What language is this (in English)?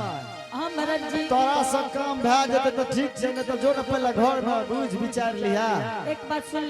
Angika